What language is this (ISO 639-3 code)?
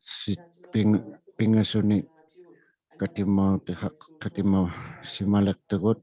iku